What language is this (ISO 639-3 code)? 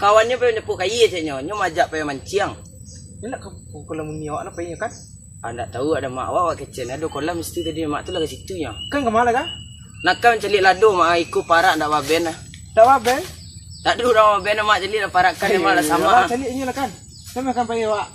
min